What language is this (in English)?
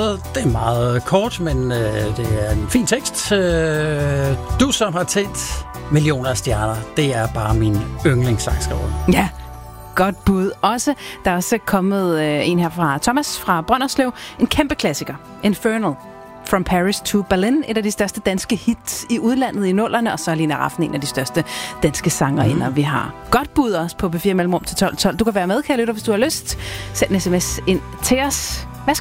Danish